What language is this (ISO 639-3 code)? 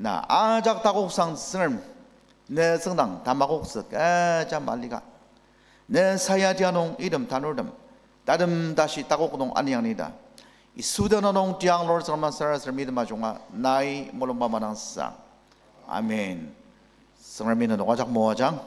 njo